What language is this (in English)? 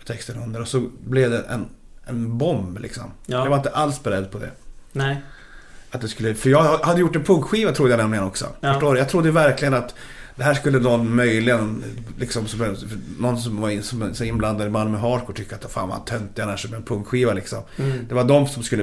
Swedish